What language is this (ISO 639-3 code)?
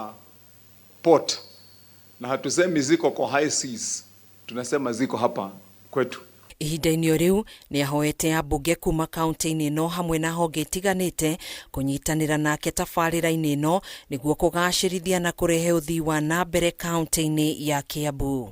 kik